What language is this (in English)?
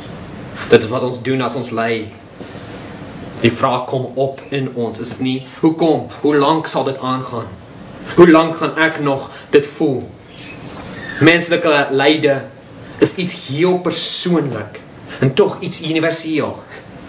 Afrikaans